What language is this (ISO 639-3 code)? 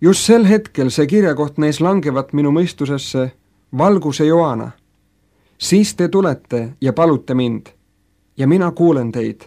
est